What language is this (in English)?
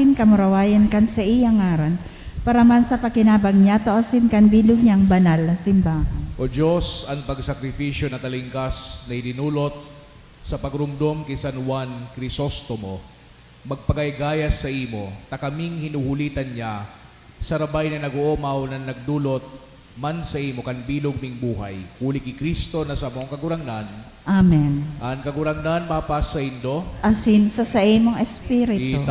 Bikol